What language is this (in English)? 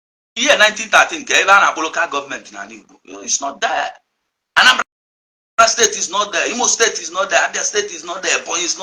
Igbo